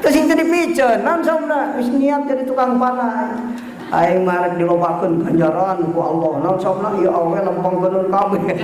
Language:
Sundanese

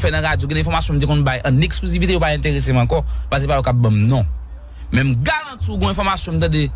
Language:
Haitian Creole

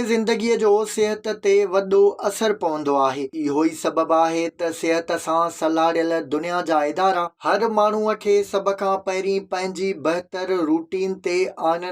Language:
Sindhi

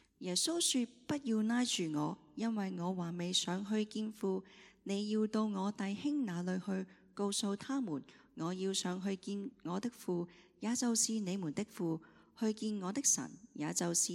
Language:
Cantonese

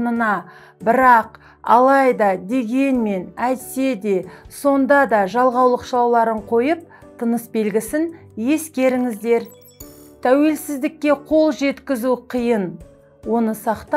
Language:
Kazakh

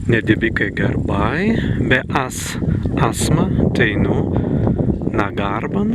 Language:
Prussian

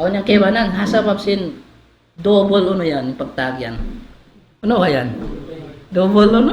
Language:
Tausug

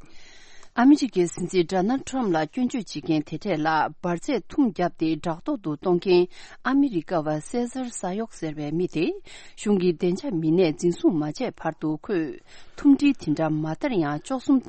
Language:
Tibetan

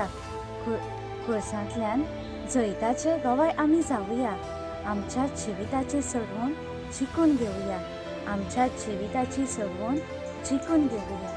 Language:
Konkani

